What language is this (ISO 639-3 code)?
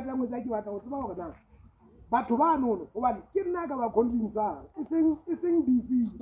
sot